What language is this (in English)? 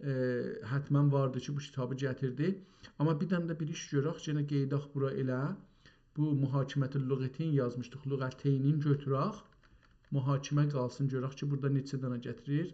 South Azerbaijani